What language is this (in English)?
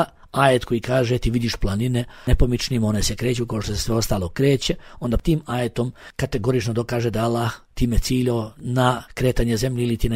Bosnian